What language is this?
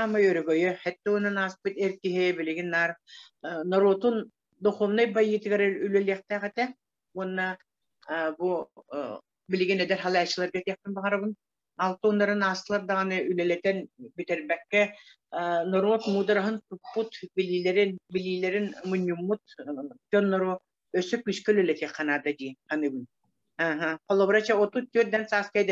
Yakut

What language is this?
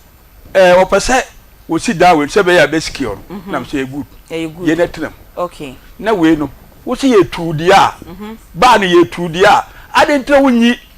Akan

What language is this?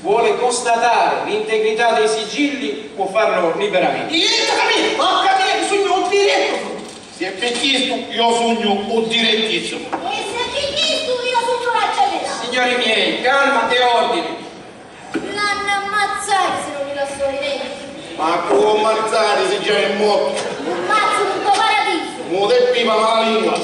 Sicilian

